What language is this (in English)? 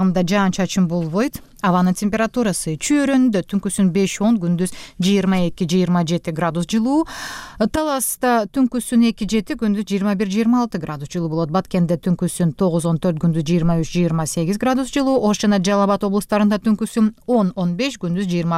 Kyrgyz